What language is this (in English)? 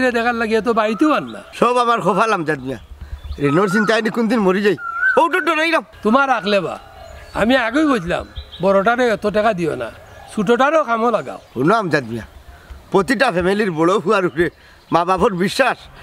Sylheti